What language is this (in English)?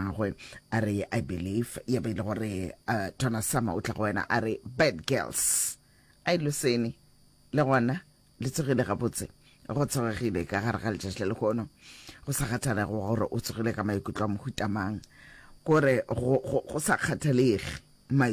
Northern Sotho